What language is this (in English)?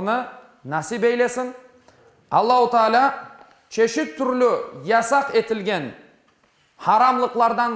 Crimean Tatar